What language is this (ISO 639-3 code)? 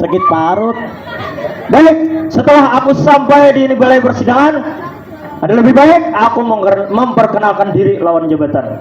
bjn